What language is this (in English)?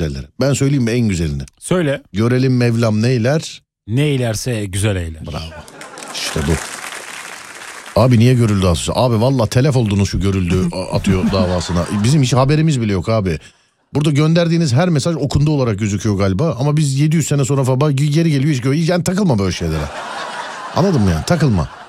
Turkish